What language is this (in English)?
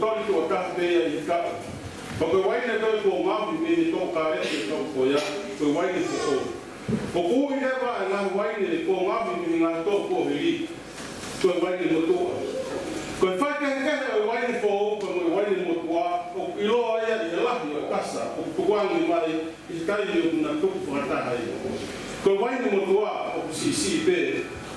Tongan